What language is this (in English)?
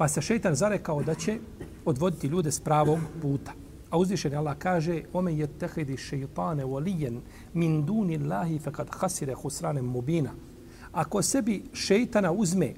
Bosnian